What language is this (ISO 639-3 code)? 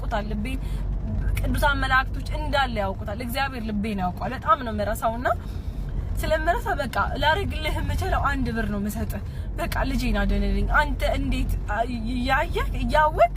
amh